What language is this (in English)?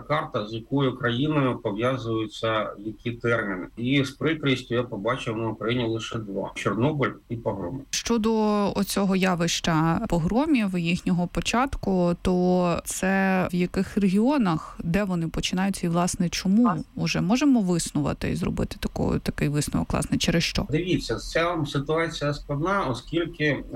Ukrainian